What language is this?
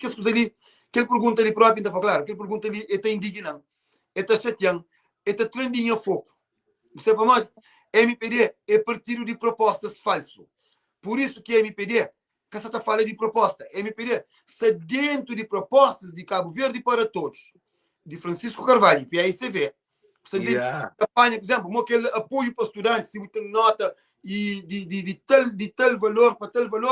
Kabuverdianu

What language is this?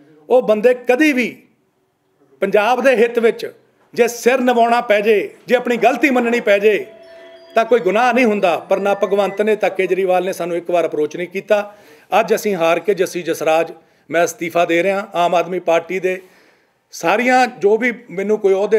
Punjabi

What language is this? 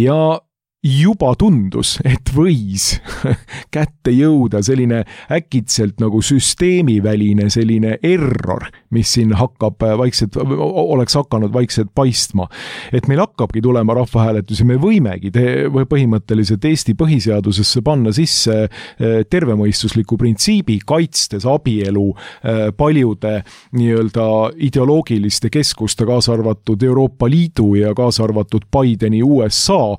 Estonian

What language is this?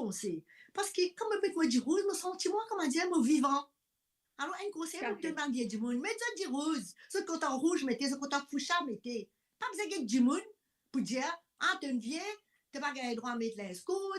Morisyen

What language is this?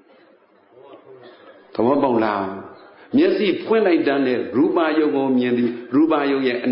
Burmese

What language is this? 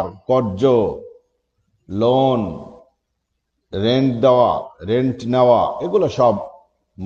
Bangla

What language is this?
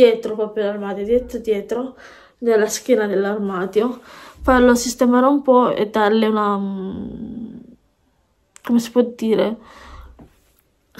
Italian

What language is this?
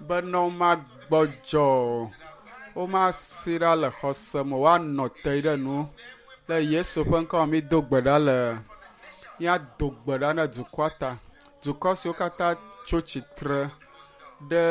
Ewe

